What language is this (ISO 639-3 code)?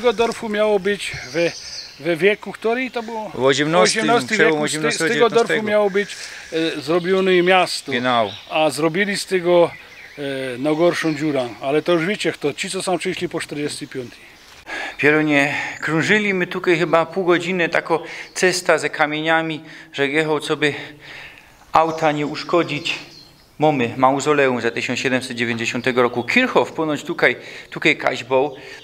szl